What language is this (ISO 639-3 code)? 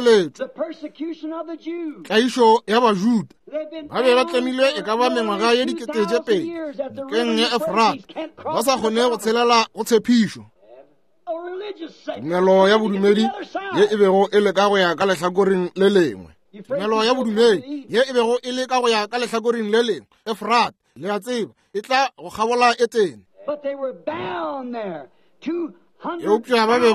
nso